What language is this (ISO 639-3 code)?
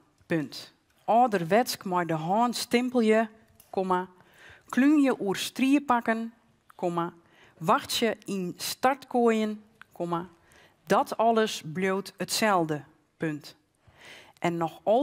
fry